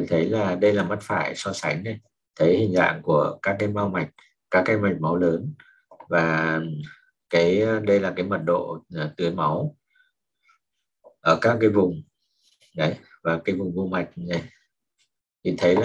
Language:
Vietnamese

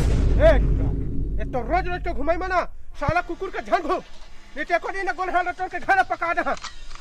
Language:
Chhattisgarhi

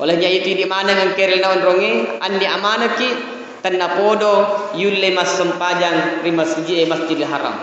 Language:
Buginese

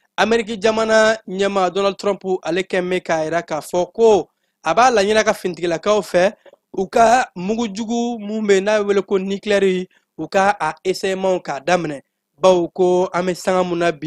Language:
Bambara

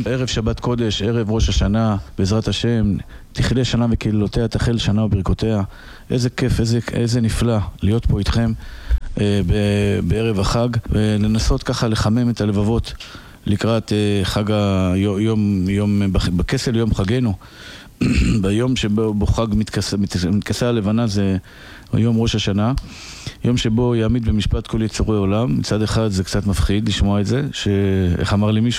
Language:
Hebrew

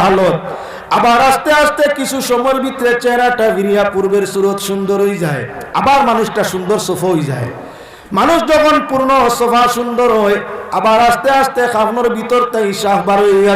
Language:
Sylheti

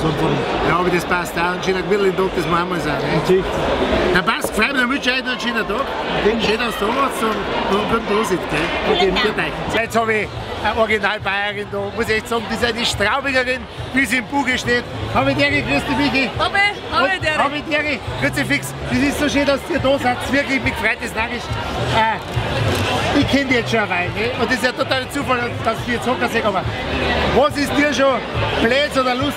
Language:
Bavarian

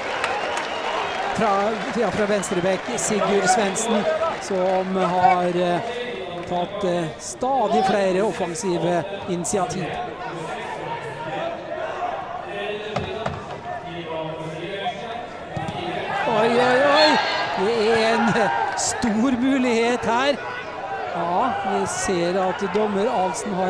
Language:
Norwegian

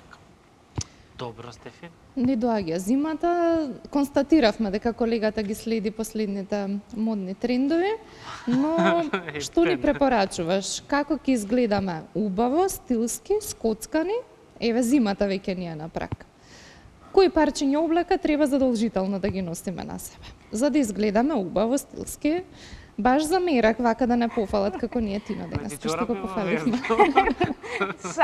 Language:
Macedonian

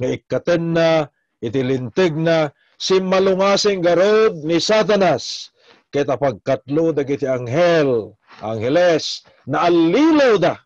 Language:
Iloko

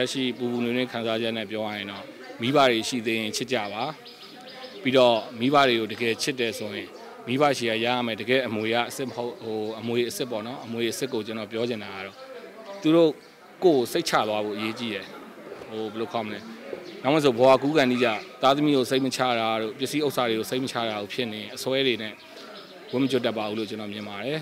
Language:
Burmese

